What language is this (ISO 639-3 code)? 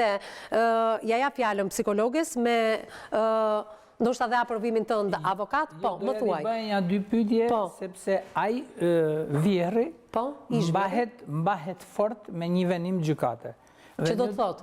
sqi